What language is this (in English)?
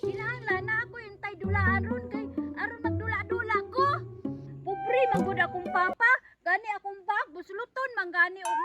Cebuano